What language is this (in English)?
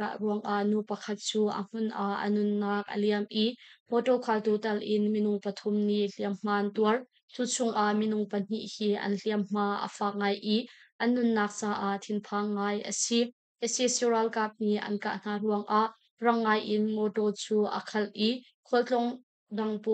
Hakha Chin